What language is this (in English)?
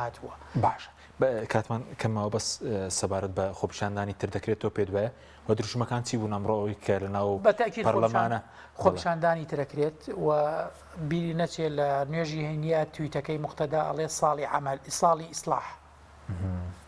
Central Kurdish